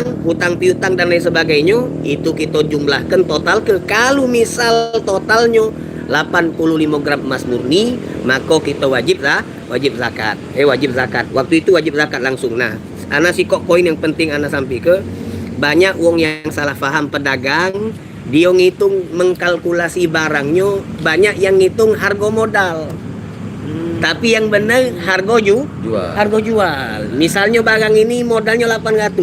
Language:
Musi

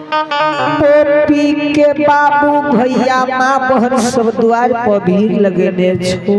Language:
Angika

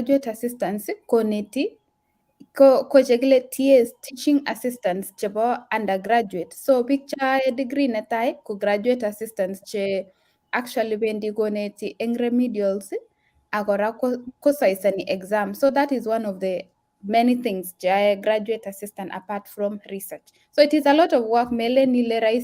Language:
Kalenjin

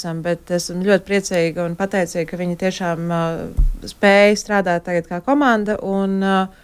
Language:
Latvian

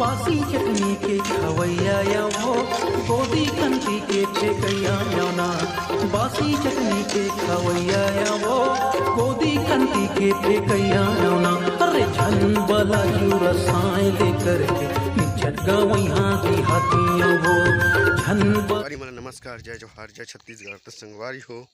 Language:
Chhattisgarhi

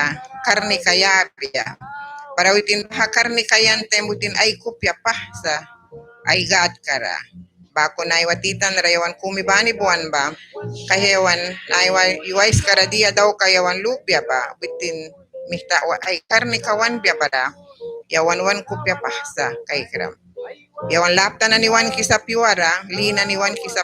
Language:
Mískito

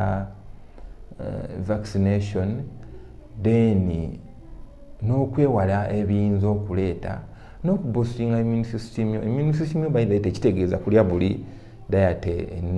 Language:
Ganda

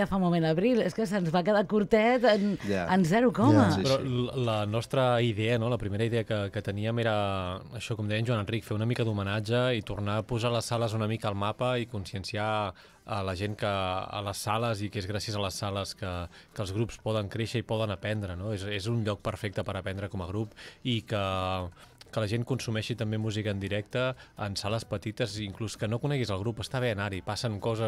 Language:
Catalan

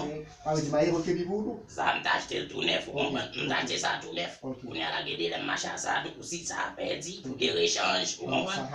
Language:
Haitian Creole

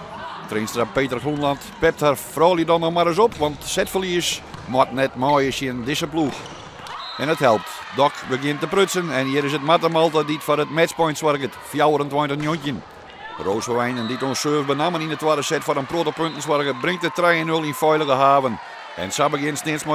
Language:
Western Frisian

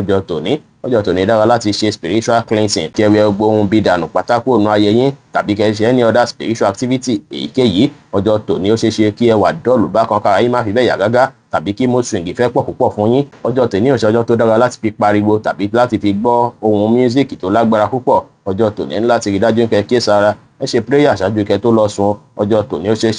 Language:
Yoruba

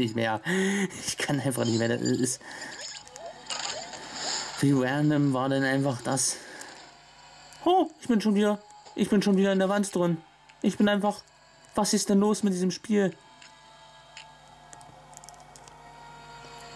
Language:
German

